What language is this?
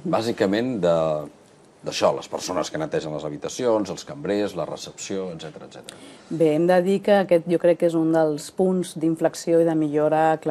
Catalan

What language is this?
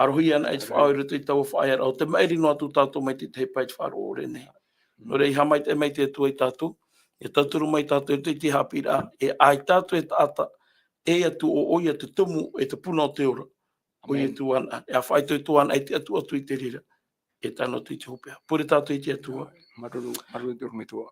Tahitian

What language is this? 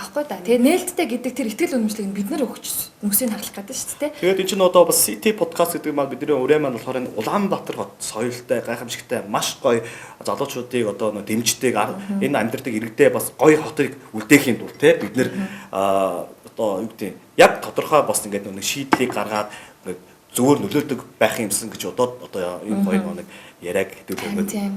Mongolian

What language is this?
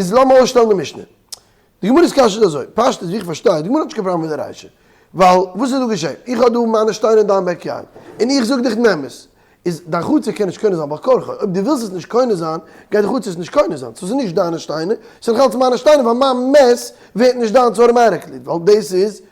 Yiddish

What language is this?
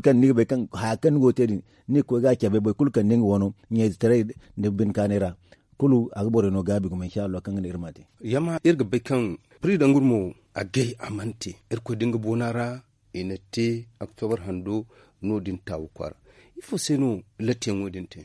Zarma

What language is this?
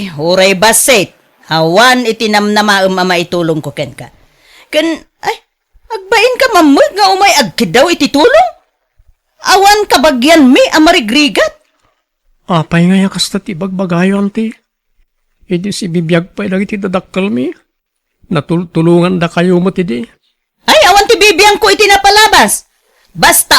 Iloko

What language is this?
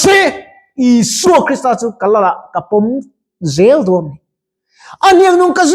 Mizo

